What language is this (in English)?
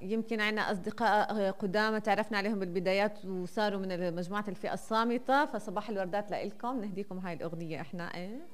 North Levantine Arabic